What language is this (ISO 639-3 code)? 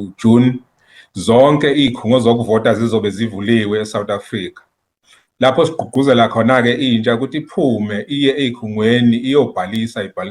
zul